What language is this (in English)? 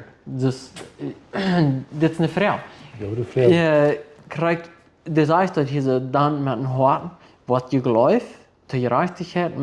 Plautdietsch